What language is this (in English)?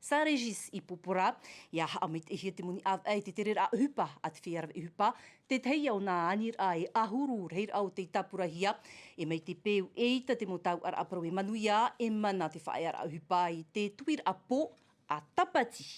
Tahitian